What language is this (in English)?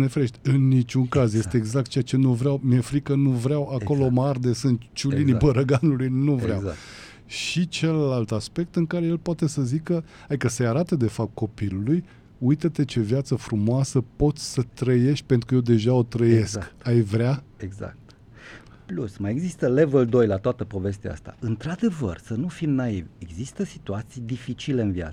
Romanian